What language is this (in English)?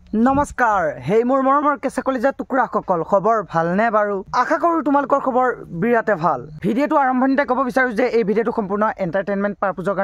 Assamese